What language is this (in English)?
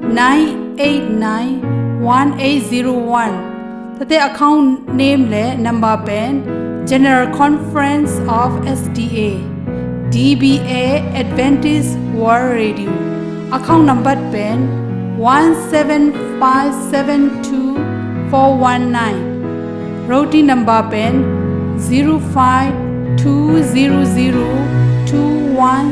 Tedim Chin